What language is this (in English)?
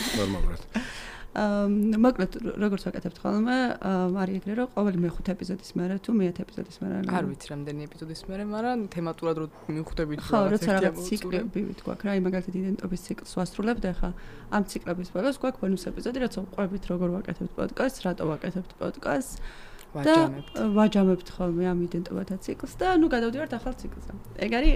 Georgian